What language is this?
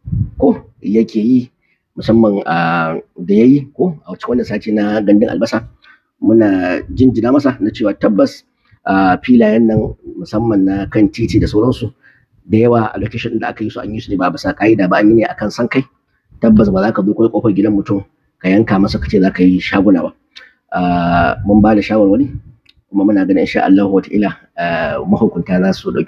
Hausa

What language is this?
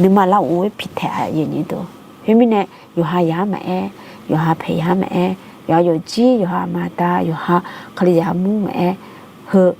Akha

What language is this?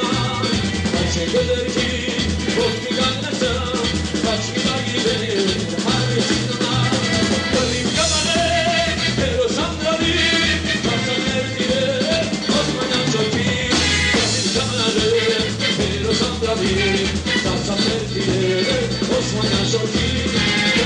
Turkish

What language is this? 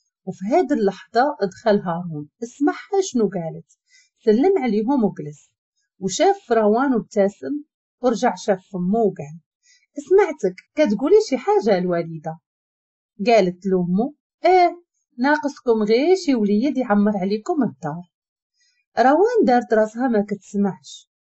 Moroccan Arabic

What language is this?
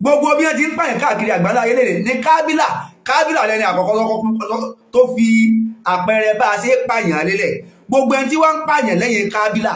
Yoruba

